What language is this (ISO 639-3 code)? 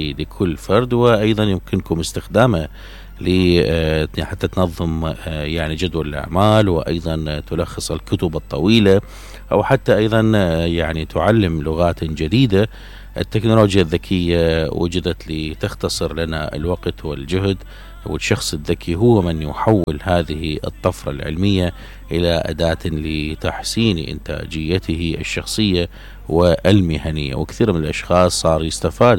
acm